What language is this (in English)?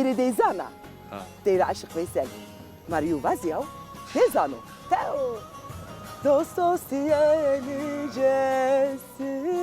Zaza